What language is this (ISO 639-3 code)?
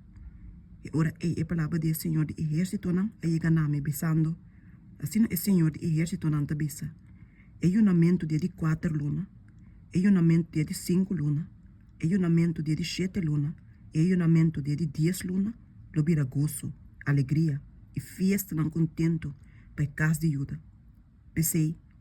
pap